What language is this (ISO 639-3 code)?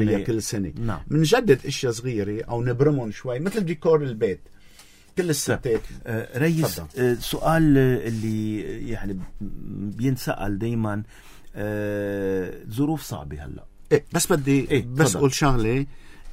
apc